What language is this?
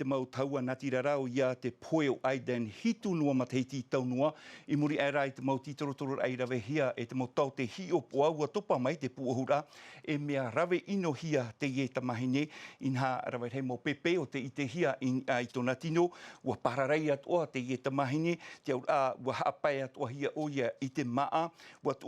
Tahitian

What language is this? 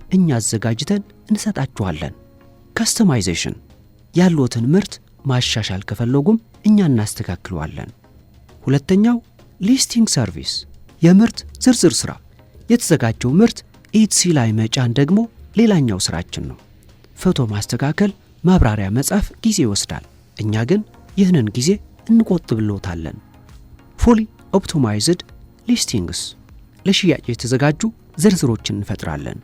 Amharic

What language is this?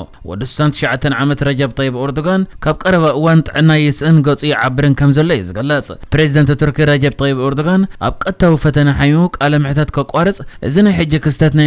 Tigrinya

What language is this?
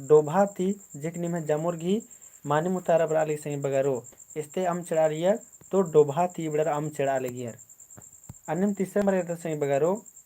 Kurukh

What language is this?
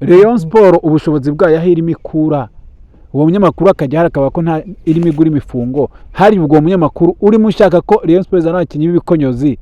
Kinyarwanda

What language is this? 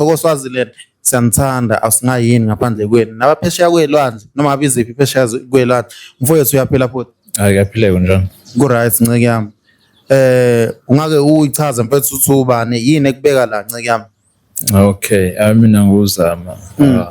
Zulu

